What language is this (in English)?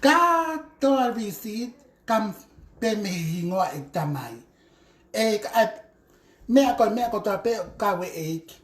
Tongan